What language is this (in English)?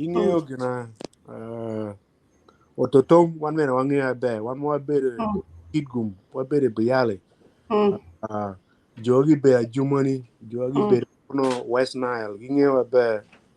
Acoli